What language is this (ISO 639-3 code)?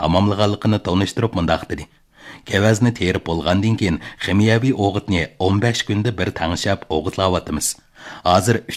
uig